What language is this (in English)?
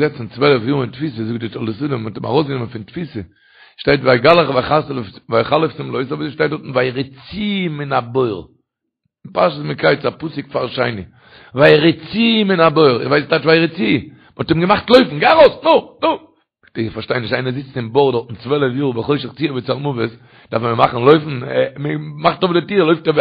Yiddish